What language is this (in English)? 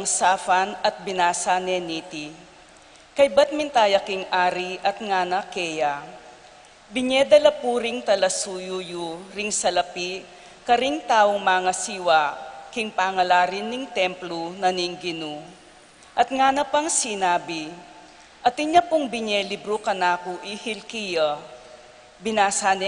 Pampanga